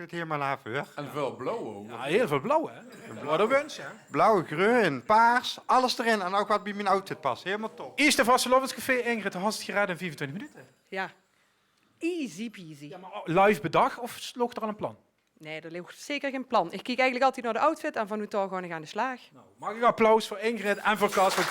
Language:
Limburgish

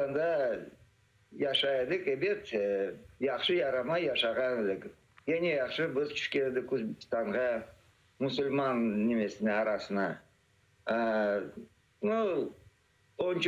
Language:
Crimean Tatar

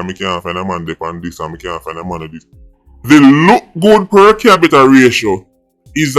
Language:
Jamaican Creole English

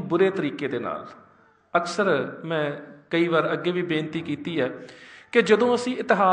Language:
Punjabi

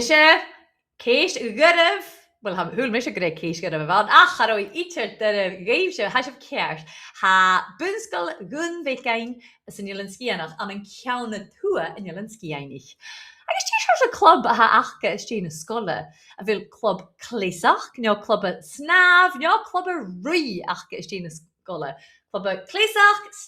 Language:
Scottish Gaelic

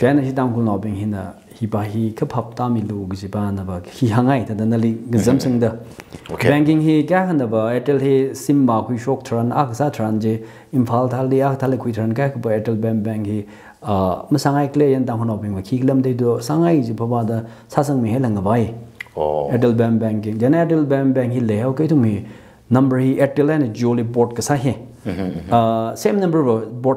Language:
Tangkhul Naga (India)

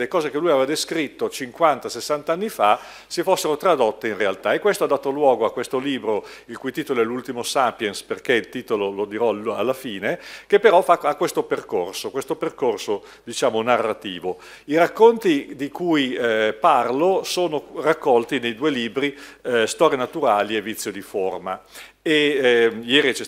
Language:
Italian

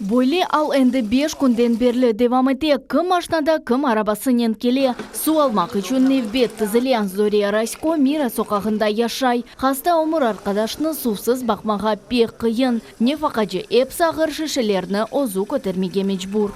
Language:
Crimean Tatar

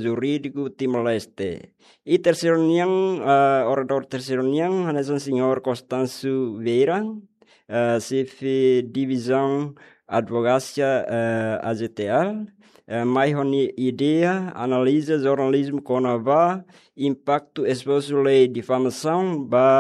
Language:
Tetum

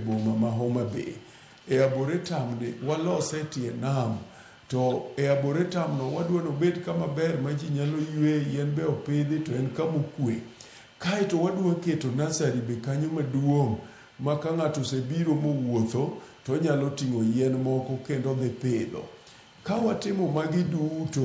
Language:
Luo (Kenya and Tanzania)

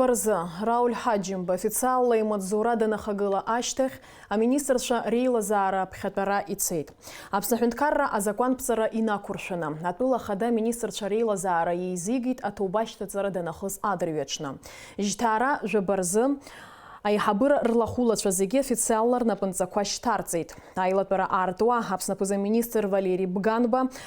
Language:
Abkhazian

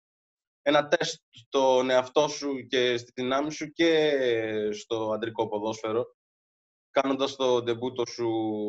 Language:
Greek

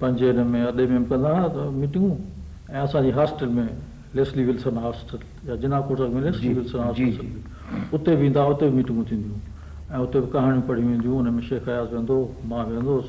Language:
Sindhi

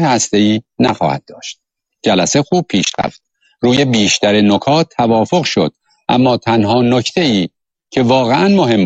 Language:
Persian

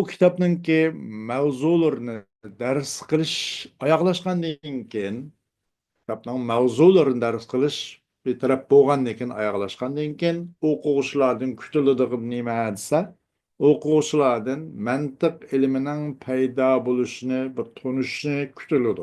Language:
Uyghur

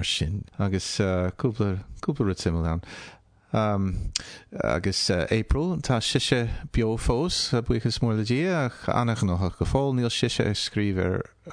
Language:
Irish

